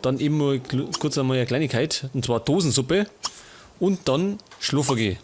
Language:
Bavarian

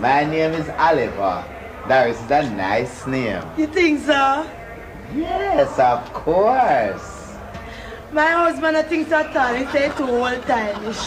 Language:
Jamaican Creole English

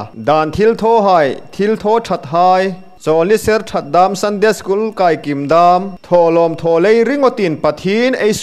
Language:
Hmar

